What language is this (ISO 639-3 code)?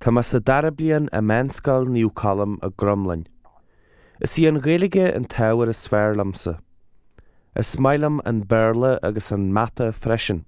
gle